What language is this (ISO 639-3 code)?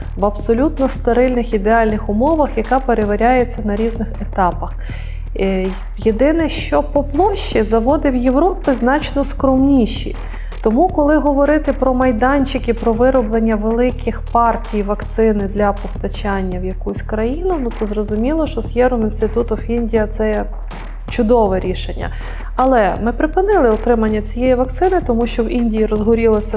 ukr